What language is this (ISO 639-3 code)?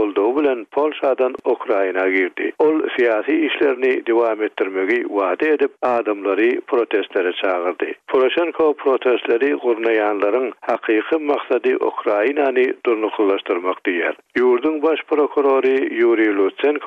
tuk